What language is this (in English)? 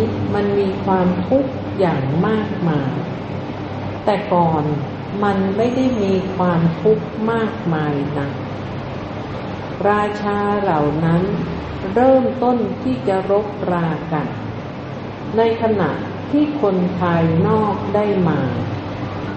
Thai